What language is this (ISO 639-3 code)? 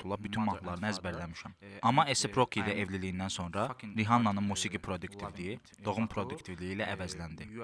aze